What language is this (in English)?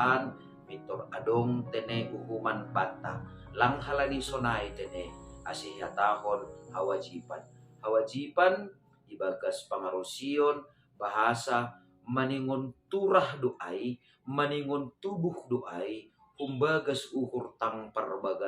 Batak Simalungun